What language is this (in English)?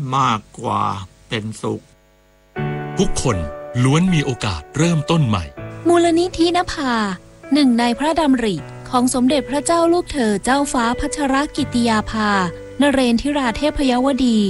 Thai